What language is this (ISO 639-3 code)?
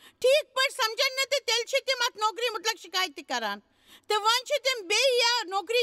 kas